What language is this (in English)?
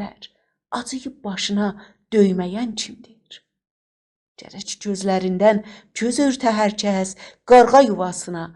South Azerbaijani